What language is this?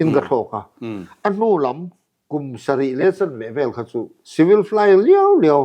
Mizo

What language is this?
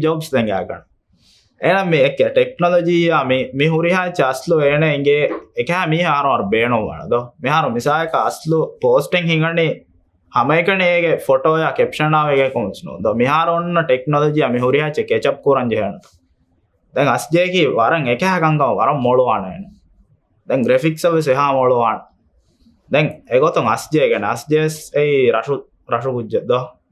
Divehi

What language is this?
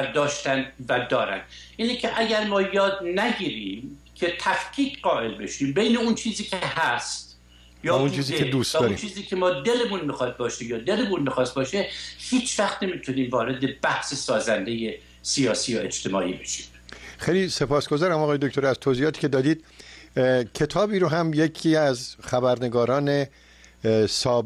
Persian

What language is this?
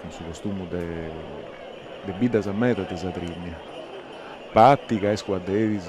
Sardinian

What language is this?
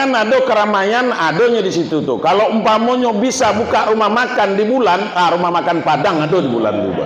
Minangkabau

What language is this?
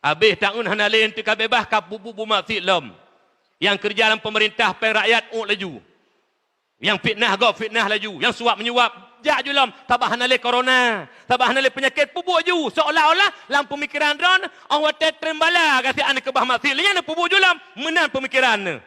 Achinese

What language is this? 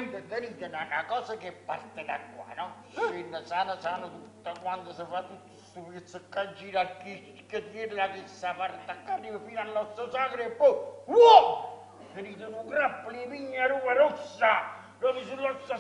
Neapolitan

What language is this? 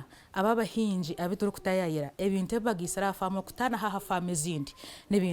Nyankole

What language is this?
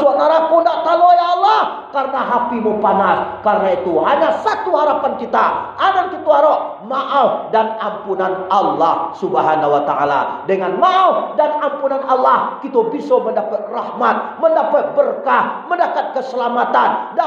Minangkabau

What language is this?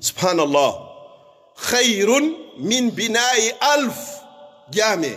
Pular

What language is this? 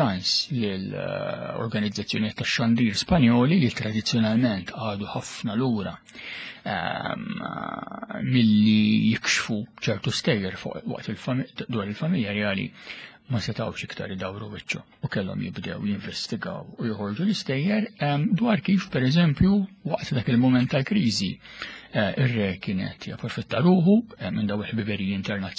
Maltese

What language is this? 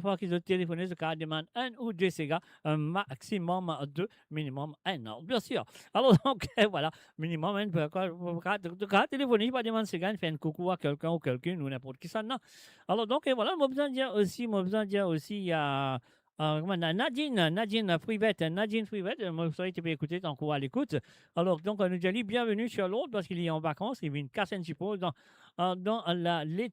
Morisyen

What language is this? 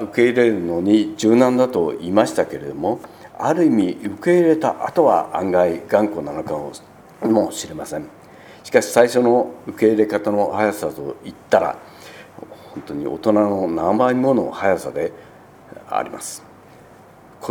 Japanese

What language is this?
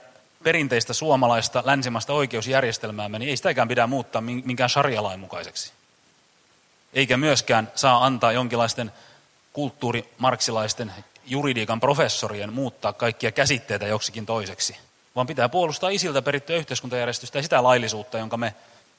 Finnish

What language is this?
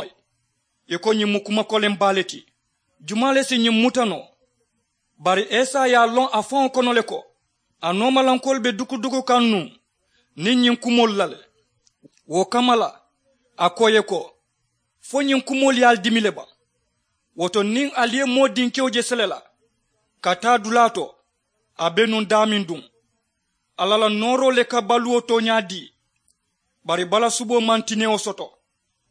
Mandingo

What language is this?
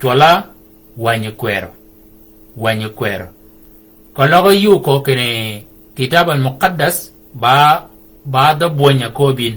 Shilluk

